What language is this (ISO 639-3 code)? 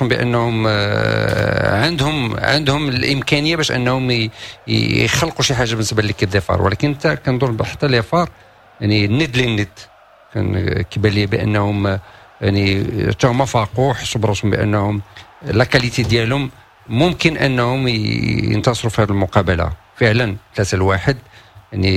ary